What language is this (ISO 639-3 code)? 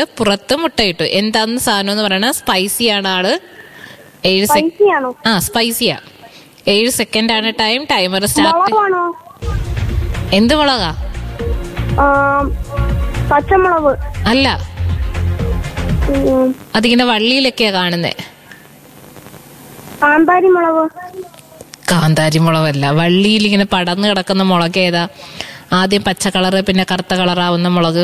mal